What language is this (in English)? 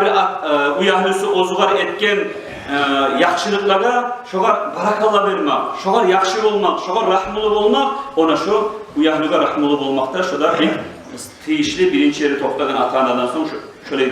Kumyk